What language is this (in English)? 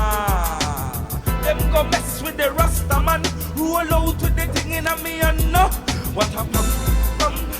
Jamaican Creole English